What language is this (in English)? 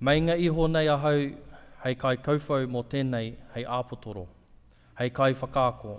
Māori